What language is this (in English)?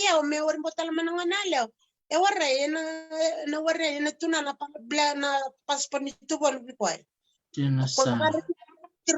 Fijian